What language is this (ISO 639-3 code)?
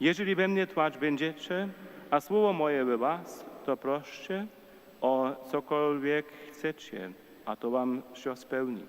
hsb